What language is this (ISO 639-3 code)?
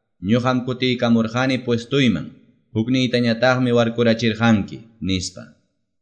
que